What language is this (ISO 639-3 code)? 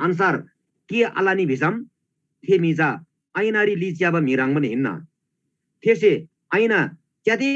taj